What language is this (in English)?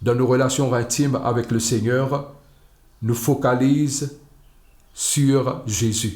Morisyen